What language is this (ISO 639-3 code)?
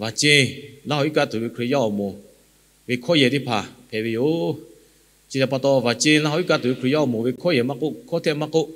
lhu